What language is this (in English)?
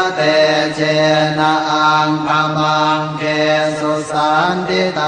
Pali